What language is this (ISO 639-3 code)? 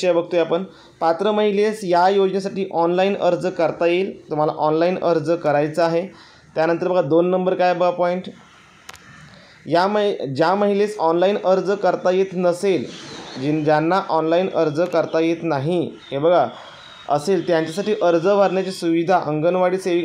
mar